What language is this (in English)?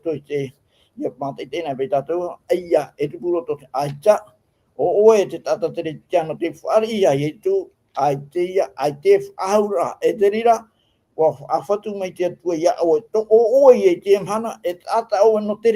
Tahitian